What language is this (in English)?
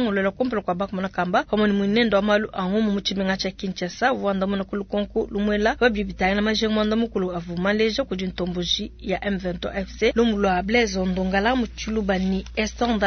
Luba-Lulua